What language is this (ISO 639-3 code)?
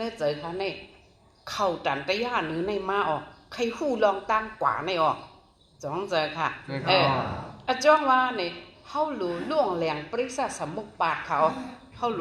shn